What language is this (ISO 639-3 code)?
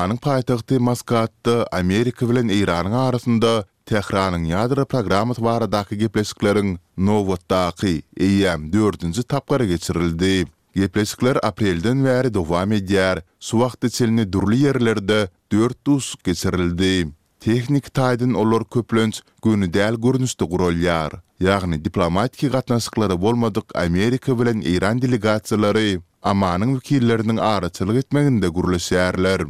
tuk